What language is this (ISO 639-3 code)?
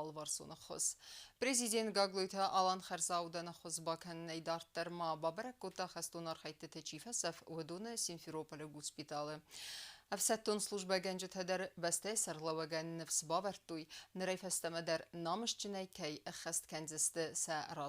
oss